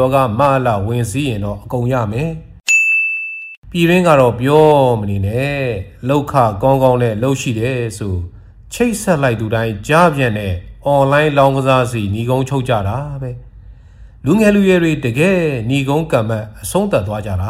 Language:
Burmese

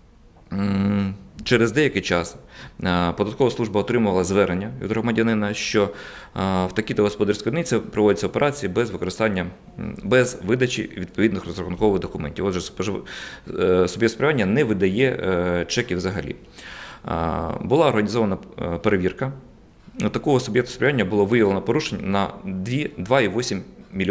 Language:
Ukrainian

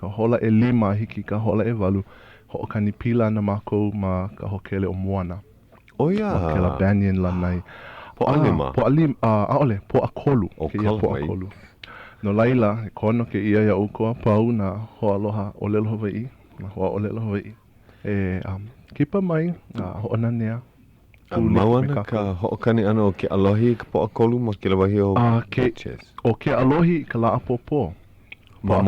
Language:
Hawaiian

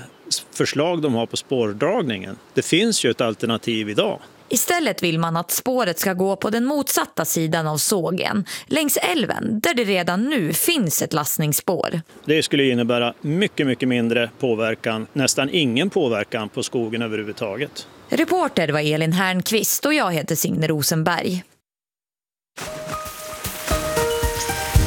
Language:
Swedish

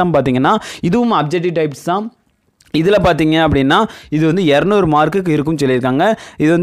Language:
Tamil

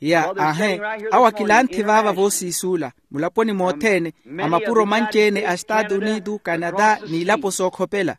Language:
Makhuwa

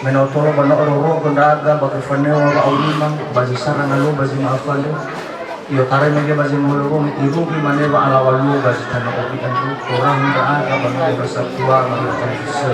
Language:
Nias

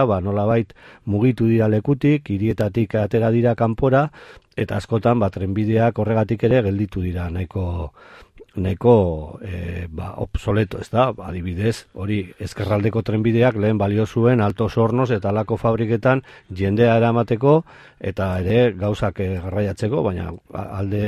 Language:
Basque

